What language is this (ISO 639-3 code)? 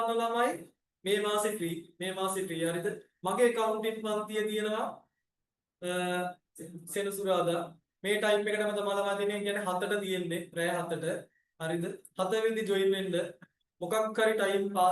sin